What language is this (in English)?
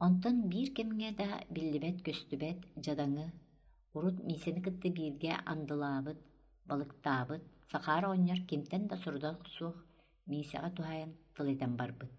Yakut